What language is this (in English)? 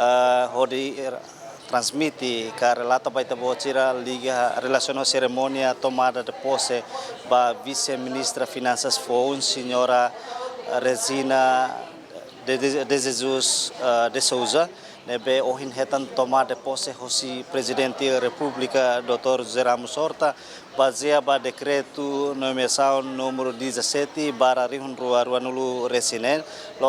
Tetum